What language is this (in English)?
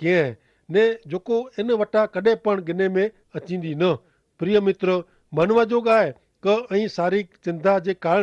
Kachhi